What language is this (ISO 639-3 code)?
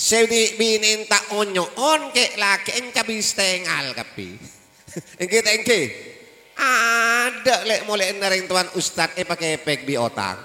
mad